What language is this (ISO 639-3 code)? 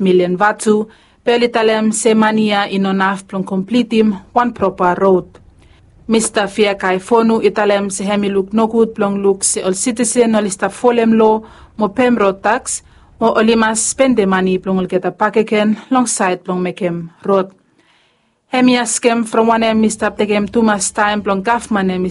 bis